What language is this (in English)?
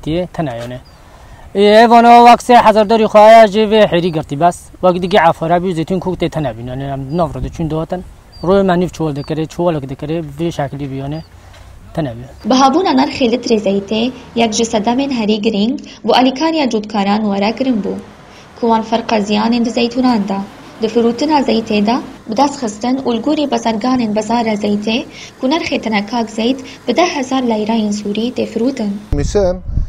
Kurdish